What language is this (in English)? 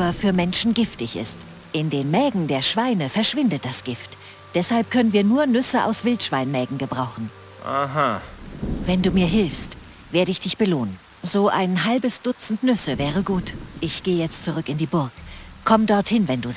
Bavarian